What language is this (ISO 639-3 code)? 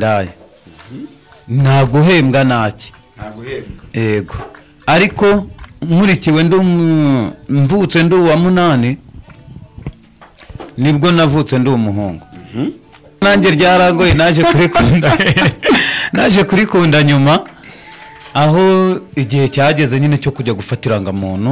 kin